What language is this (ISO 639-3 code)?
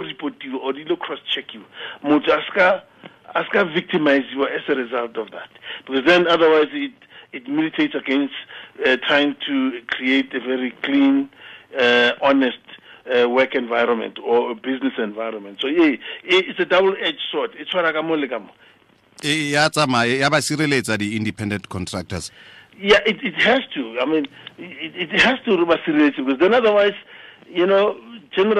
tsn